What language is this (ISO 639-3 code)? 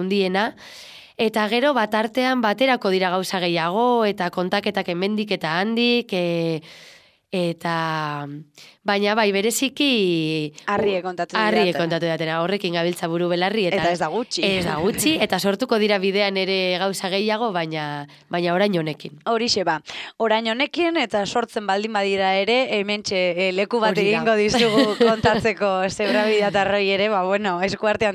eus